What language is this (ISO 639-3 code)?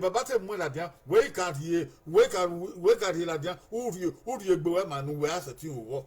bin